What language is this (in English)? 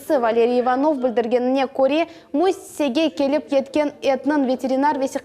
Crimean Tatar